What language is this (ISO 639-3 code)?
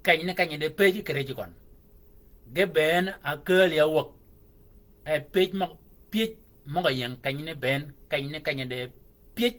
shk